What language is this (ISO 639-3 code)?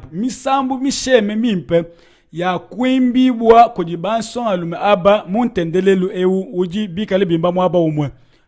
lua